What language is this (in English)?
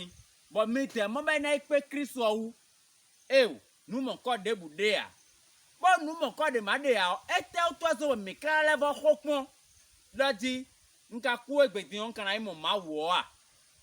Fon